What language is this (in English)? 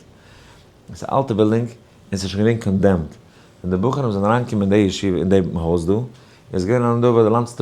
Yiddish